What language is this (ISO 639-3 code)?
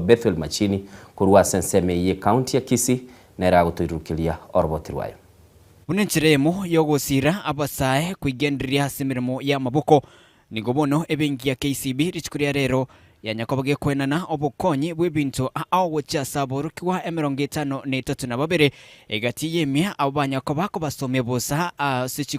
guz